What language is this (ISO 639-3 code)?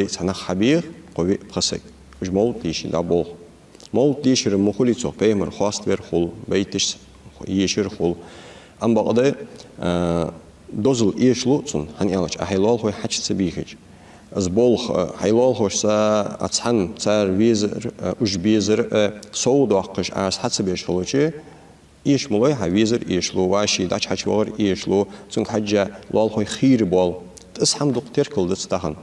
inh